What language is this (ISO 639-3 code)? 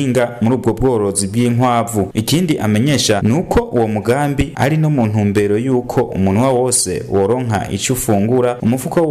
run